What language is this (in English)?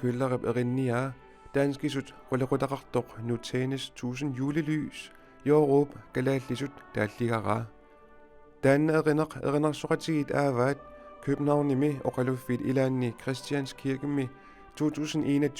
Kalaallisut